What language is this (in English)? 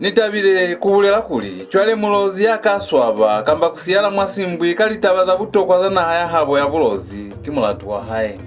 Lozi